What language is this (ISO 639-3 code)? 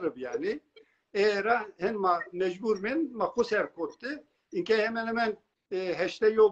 zza